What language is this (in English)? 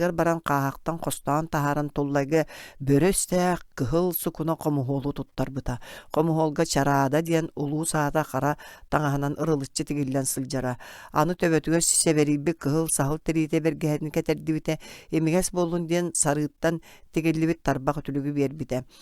Yakut